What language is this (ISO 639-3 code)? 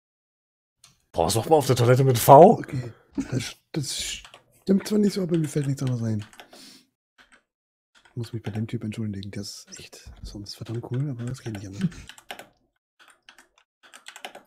deu